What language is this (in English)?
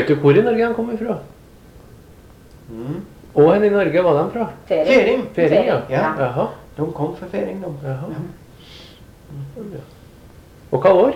Norwegian